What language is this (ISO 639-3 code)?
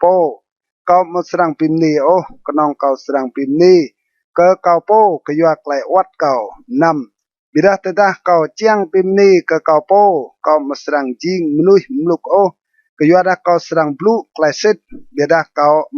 rad